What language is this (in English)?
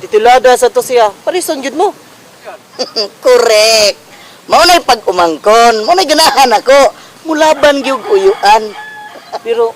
Cebuano